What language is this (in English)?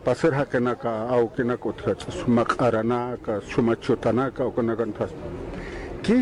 Aymara